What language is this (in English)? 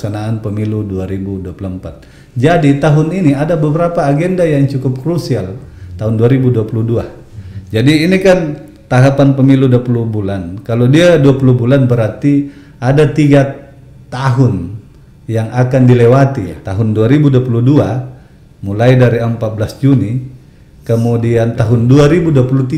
Indonesian